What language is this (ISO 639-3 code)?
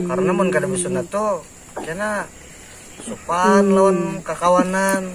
bjn